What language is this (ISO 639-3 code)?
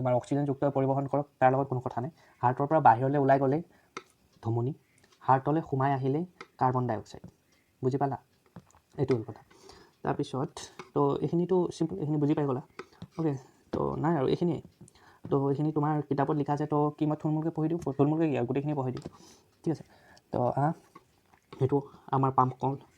asm